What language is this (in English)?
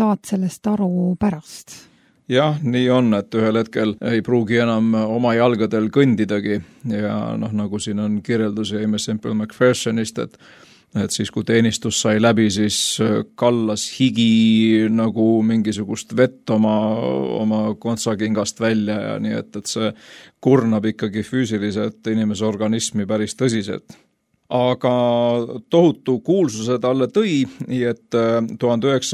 Estonian